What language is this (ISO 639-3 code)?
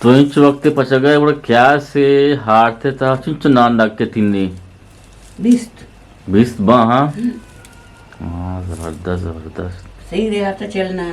bgp